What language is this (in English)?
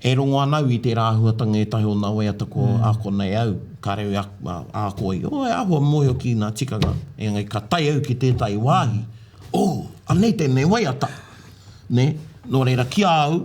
Māori